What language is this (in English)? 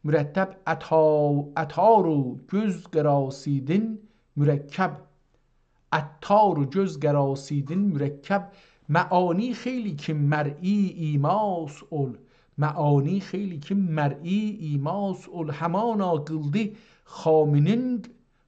South Azerbaijani